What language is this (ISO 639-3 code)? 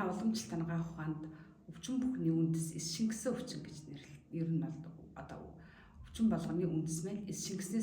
mon